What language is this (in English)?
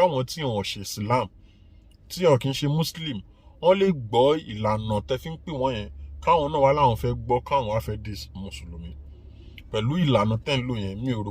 Yoruba